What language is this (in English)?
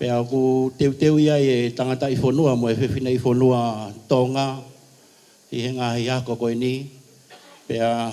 Tongan